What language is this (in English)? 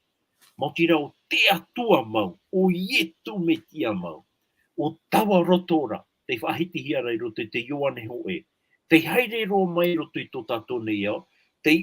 Tahitian